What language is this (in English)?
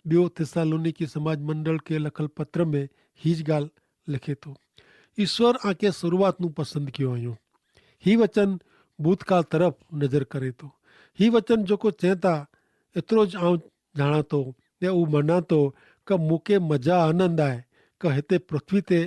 Kachhi